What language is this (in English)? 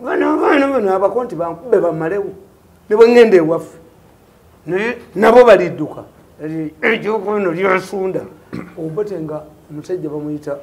Ganda